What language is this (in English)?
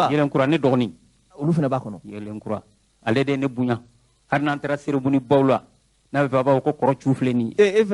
Bambara